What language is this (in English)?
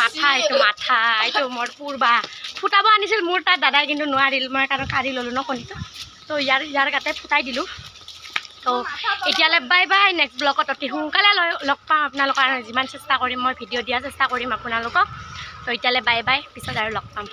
Assamese